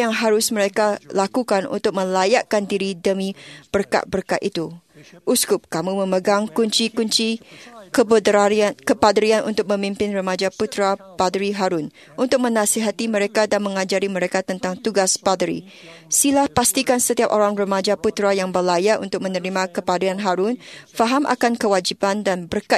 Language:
Malay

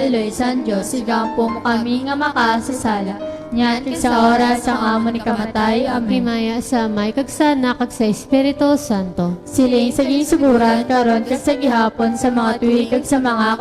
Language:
Hiligaynon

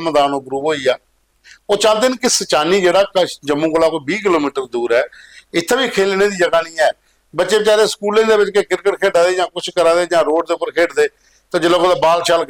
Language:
Dogri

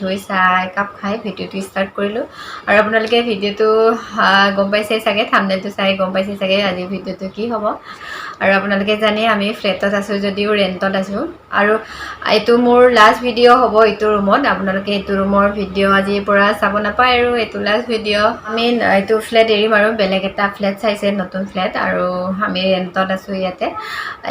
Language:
Assamese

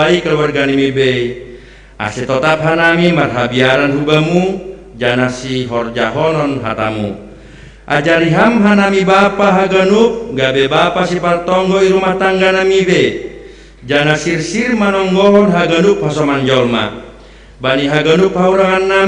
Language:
Batak Simalungun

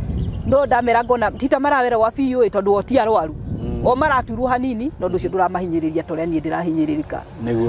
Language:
Kikuyu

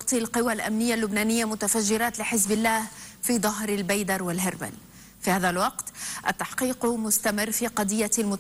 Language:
Arabic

